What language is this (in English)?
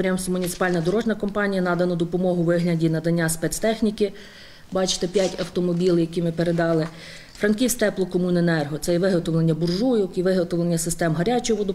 Ukrainian